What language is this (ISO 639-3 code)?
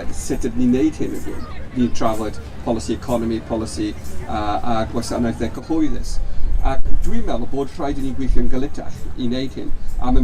cym